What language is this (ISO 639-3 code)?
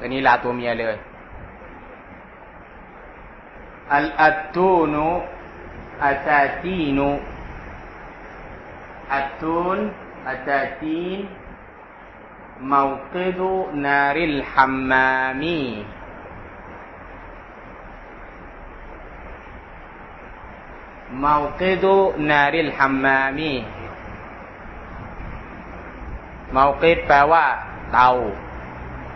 tha